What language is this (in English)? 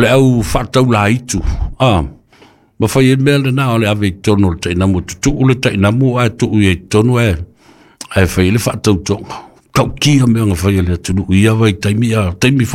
Samoan